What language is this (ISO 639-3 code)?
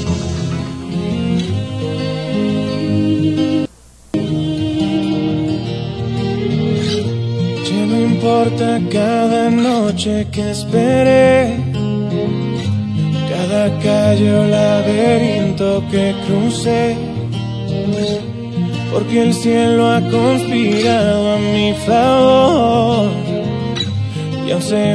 spa